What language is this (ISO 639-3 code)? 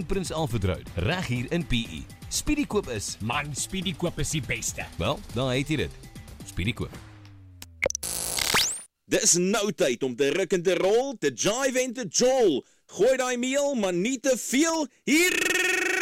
afr